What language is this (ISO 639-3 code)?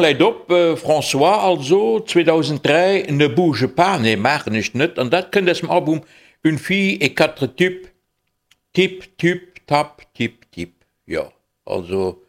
ltz